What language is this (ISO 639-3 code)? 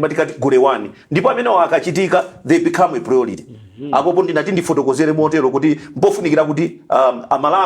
nya